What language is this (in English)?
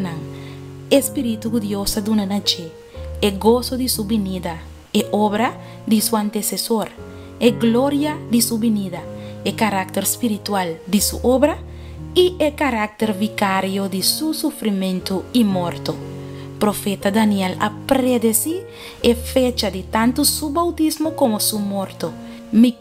Papiamento